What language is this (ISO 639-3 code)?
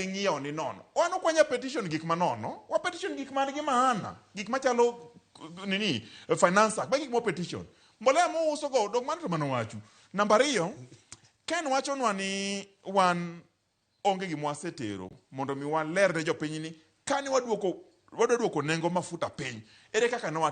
luo